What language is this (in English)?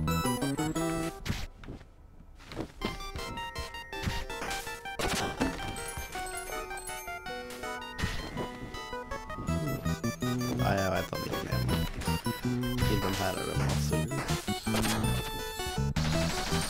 Norwegian